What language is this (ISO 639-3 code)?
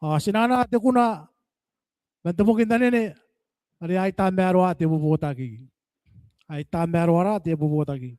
gil